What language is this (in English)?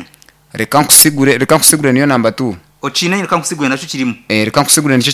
Nyankole